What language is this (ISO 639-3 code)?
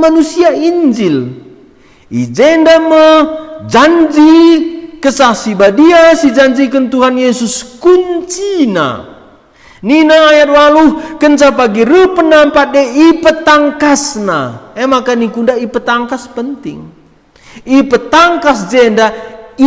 btx